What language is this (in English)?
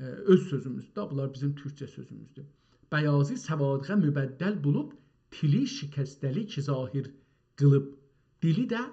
South Azerbaijani